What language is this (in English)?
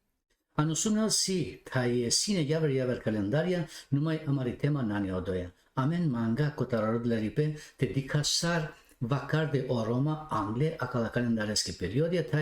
Balkan Romani